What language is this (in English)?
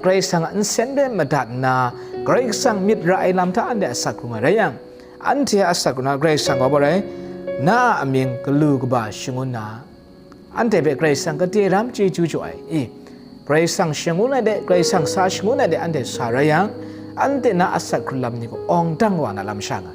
Kachin